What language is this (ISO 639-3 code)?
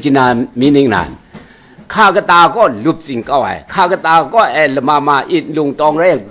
kac